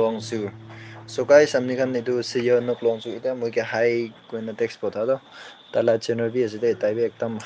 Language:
Naga Pidgin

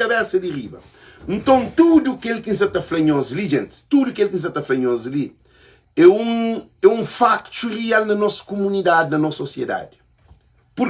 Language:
Kabuverdianu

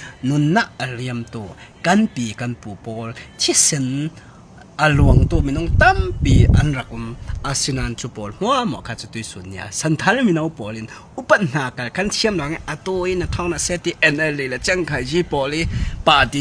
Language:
Falam Chin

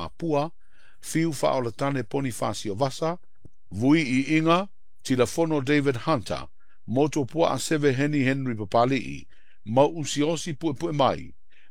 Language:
Samoan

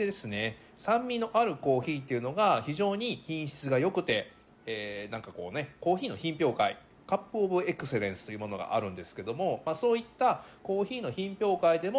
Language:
Japanese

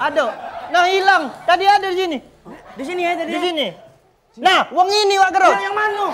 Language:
Musi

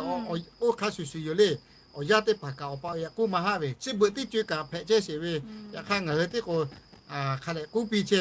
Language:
Lahu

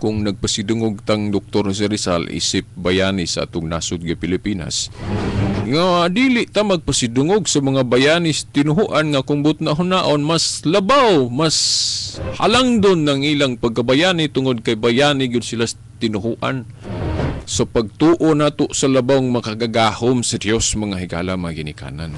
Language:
Cebuano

